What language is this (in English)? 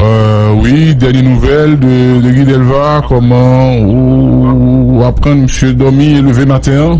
Haitian Creole